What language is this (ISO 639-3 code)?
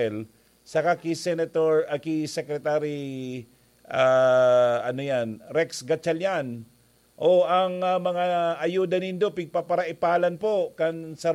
bik